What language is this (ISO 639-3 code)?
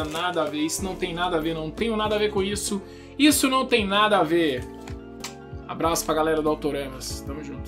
por